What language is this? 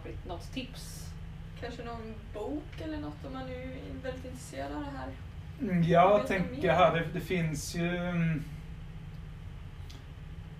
Swedish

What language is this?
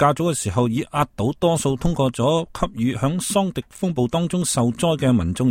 Cantonese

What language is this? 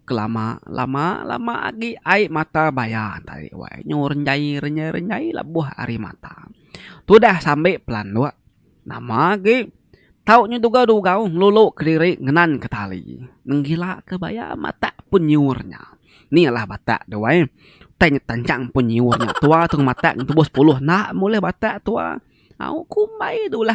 Iban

